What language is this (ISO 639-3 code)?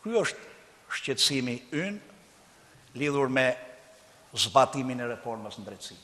sqi